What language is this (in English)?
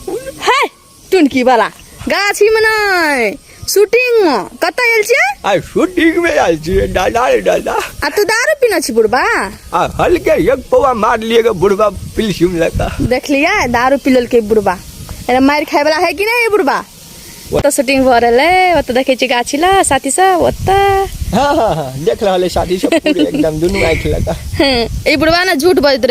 Maithili